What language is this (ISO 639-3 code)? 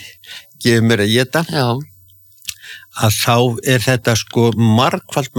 isl